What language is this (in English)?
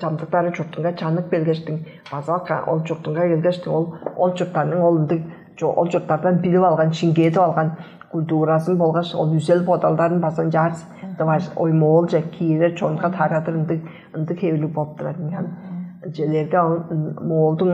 Tuvinian